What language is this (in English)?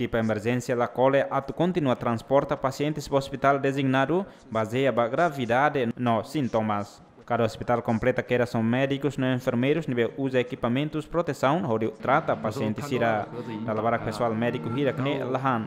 Tetum